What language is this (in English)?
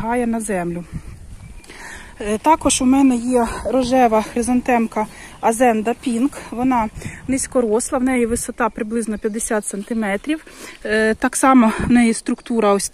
Ukrainian